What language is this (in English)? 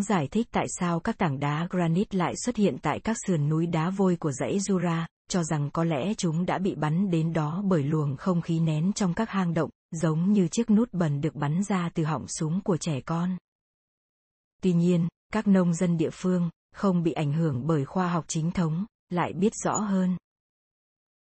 Vietnamese